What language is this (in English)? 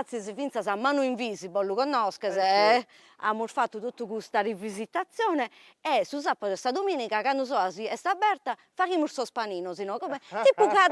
Sardinian